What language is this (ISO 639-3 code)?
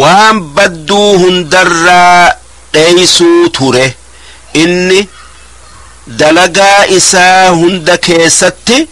orm